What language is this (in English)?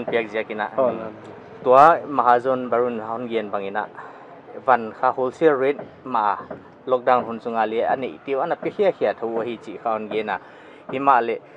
Paite Chin